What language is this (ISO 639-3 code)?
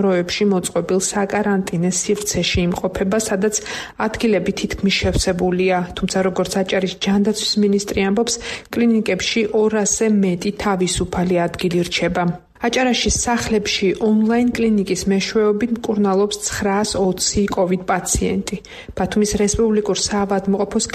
kat